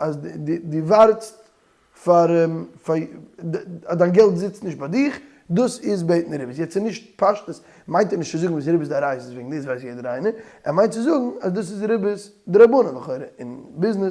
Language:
Yiddish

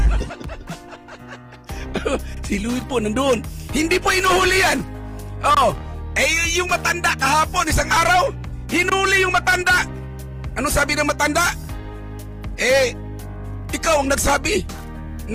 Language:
Filipino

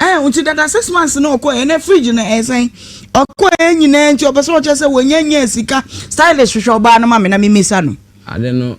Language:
Akan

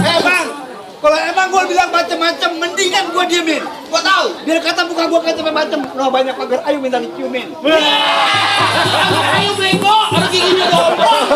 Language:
Betawi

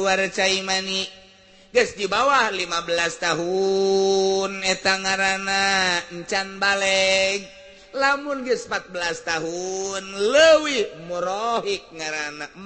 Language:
Sundanese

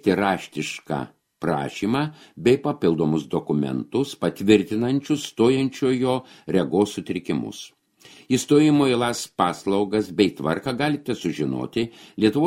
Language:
Lithuanian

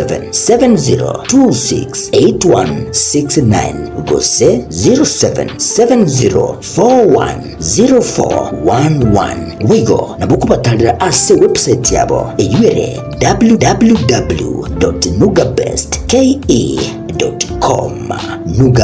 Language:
Gusii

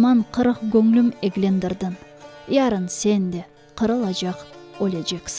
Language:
Crimean Tatar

